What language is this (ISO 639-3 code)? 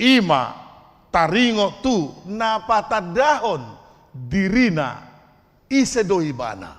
bbc